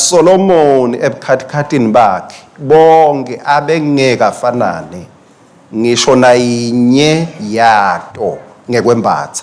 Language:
Swati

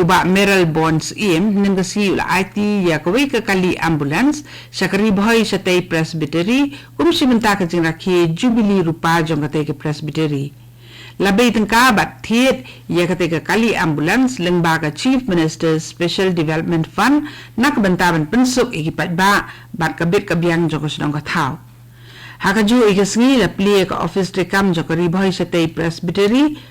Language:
Khasi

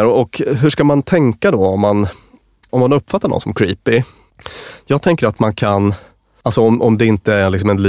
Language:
Swedish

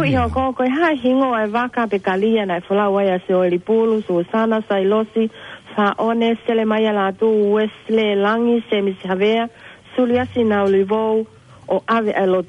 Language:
Tongan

